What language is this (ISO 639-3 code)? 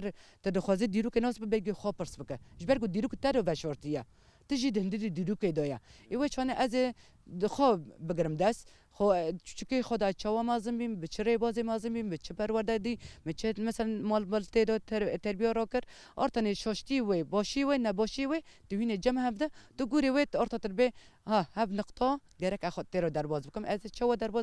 kur